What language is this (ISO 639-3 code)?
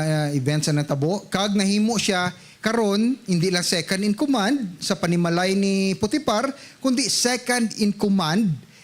hil